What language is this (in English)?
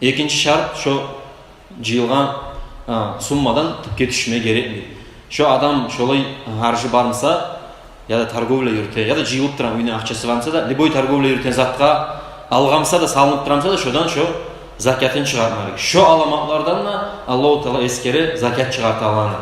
Kumyk